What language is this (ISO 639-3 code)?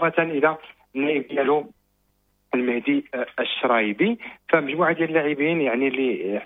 ary